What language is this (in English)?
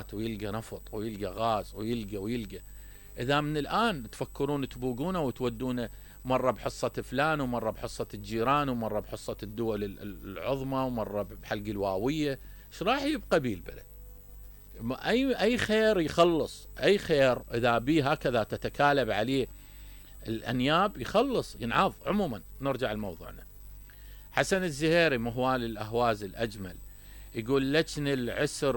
Mesopotamian Arabic